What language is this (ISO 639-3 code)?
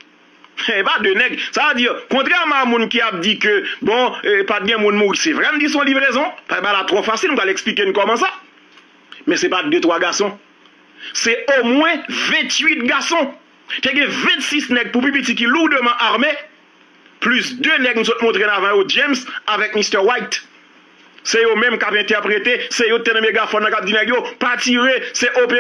hat